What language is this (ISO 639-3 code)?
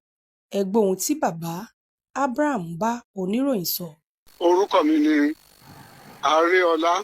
yor